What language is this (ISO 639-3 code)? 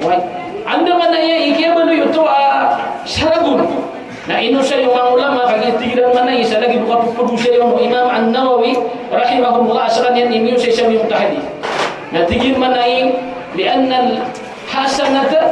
mrw